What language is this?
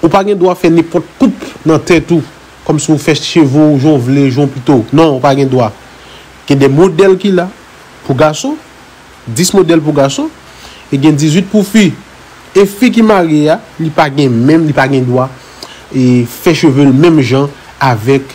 Haitian Creole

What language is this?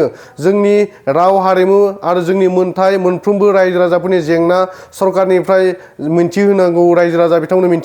Bodo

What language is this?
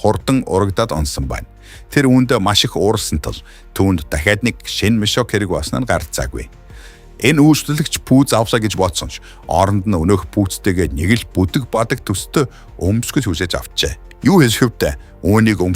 Mongolian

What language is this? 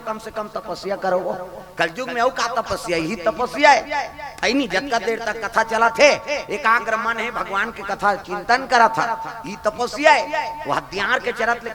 Chhattisgarhi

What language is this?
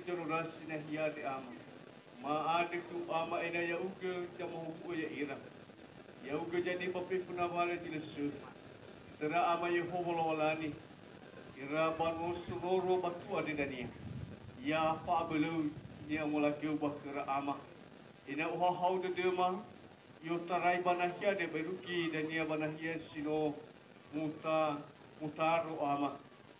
Nias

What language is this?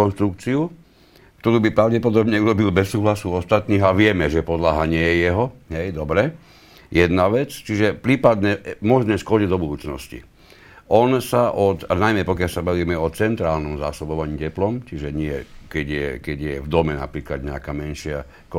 Slovak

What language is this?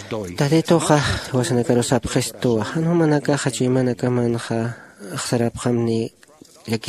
Aymara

